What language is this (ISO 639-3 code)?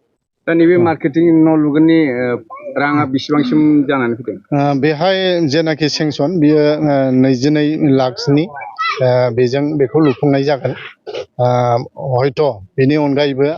brx